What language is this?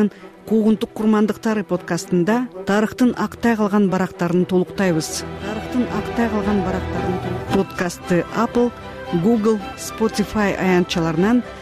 Kyrgyz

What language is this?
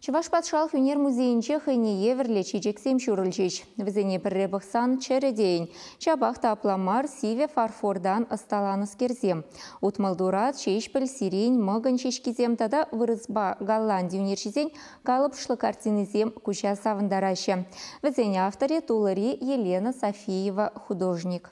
Chuvash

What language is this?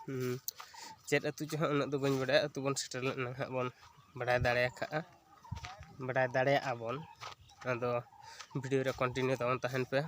Santali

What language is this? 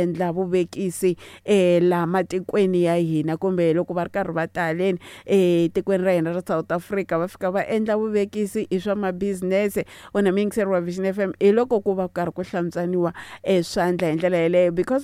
Tsonga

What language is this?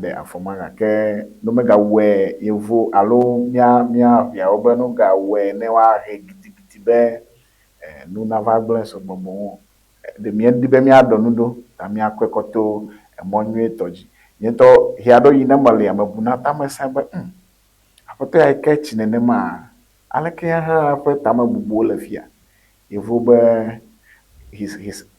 Ewe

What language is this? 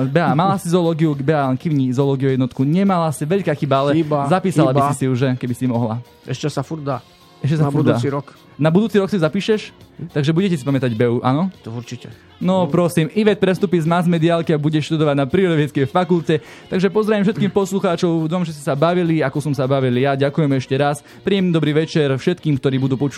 Slovak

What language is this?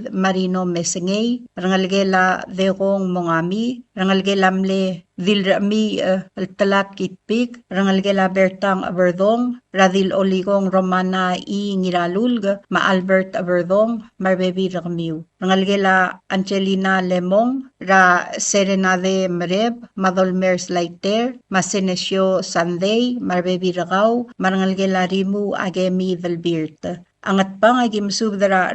Palauan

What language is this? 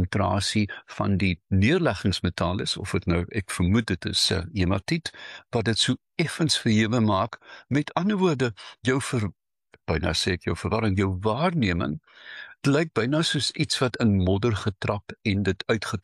Afrikaans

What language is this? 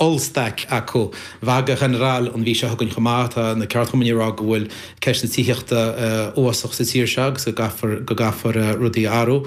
Irish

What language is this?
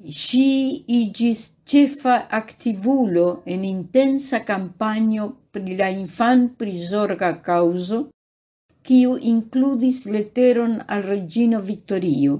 Esperanto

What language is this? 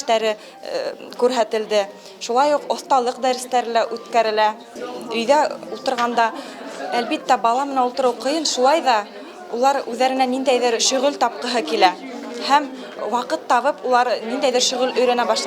Bashkir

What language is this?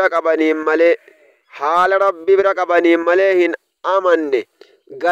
Oromo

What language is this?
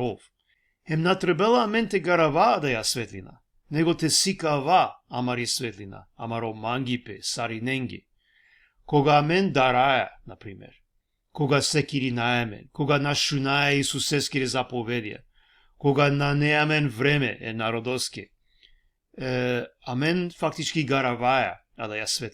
Balkan Romani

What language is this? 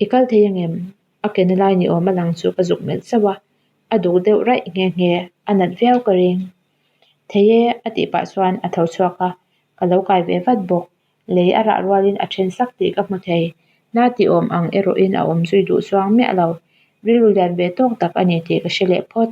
Mizo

